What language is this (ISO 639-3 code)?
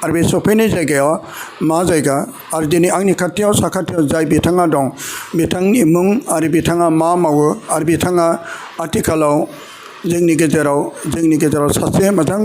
brx